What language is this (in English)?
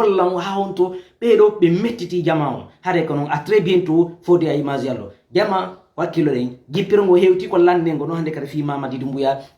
Fula